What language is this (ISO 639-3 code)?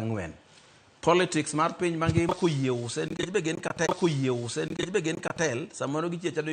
luo